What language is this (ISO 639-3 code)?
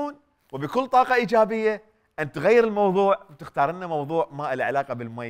acm